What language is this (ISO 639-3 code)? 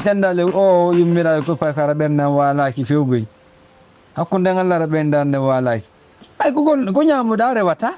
ful